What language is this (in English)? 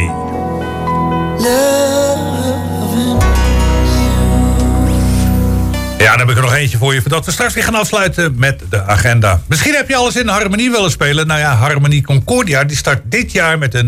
Dutch